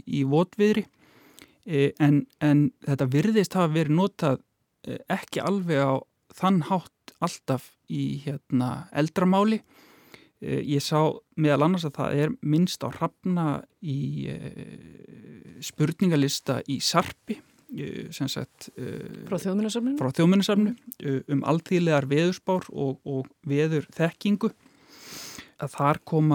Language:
Icelandic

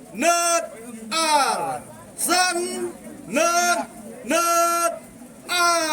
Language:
Khasi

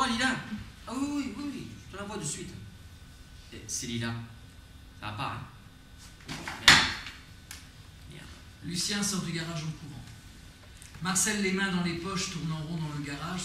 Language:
French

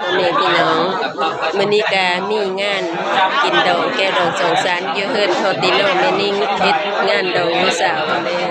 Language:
Northeastern Thai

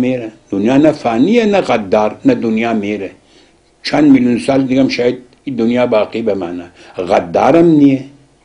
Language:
Persian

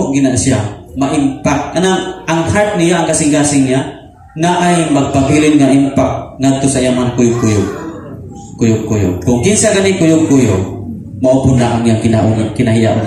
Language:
Cebuano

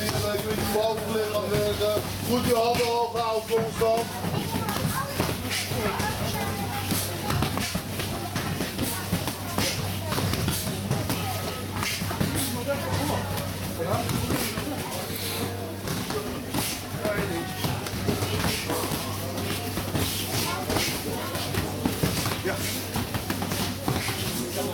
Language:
Dutch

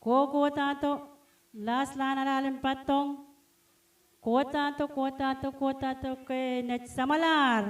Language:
Pohnpeian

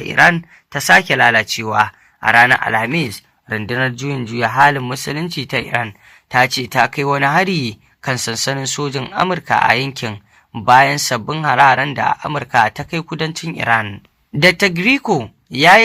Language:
Hausa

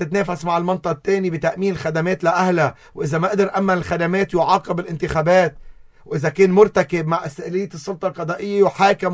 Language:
North Levantine Arabic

